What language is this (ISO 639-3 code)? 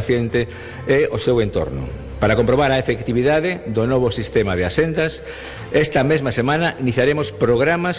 glg